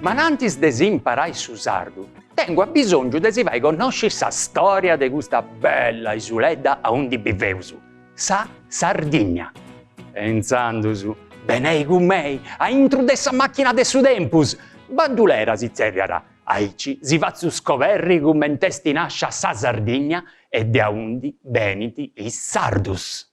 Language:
Sardinian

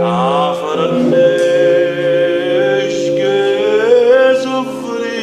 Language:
Neapolitan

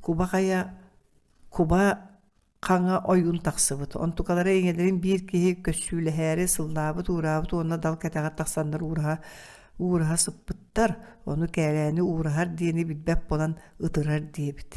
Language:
Yakut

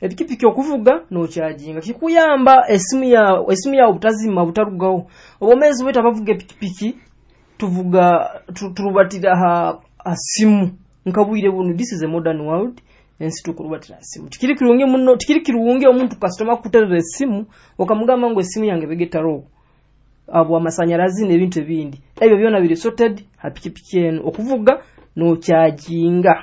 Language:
Nyoro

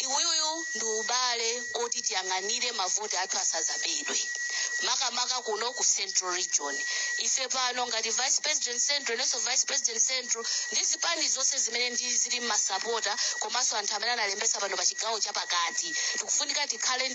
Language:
Nyanja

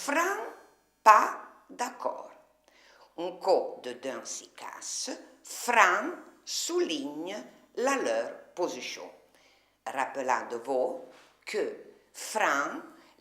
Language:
Arpitan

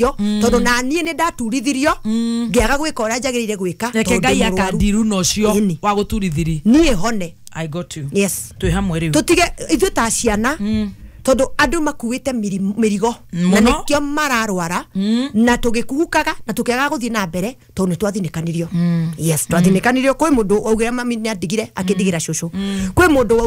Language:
Kikuyu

